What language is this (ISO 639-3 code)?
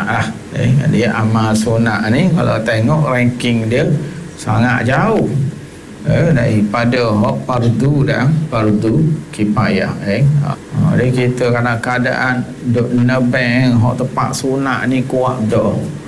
msa